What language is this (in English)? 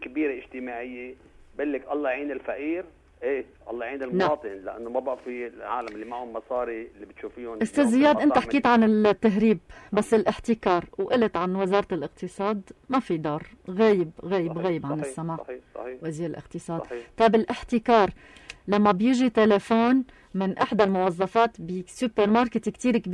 North Levantine Arabic